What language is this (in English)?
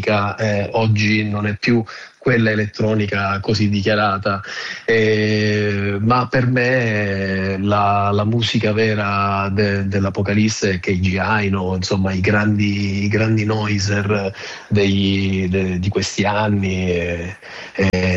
Italian